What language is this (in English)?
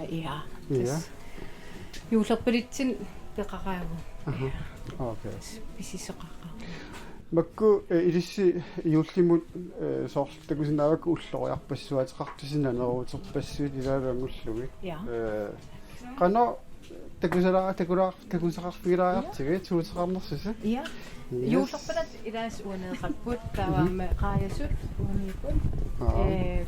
Kalaallisut